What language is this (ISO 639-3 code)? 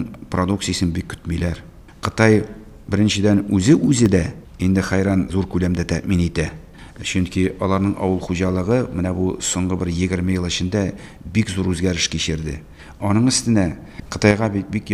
tat